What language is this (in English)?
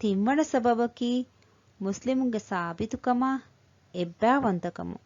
Divehi